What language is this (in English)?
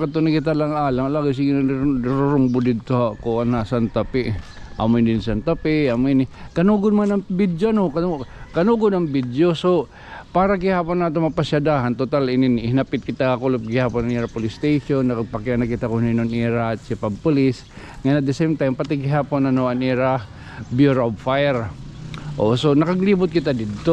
Waray